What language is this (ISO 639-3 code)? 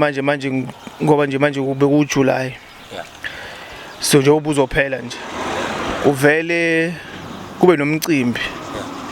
zul